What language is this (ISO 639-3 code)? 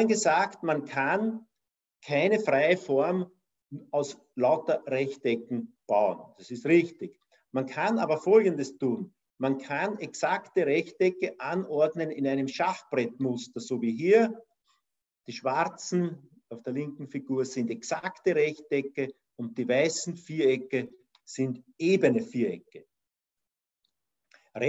deu